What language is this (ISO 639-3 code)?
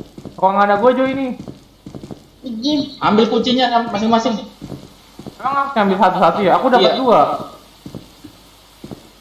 ind